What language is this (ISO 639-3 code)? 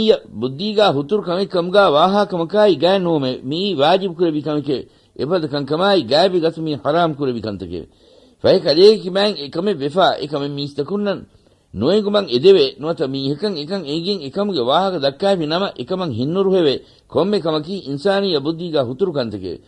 div